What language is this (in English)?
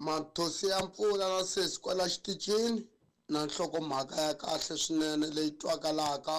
Tsonga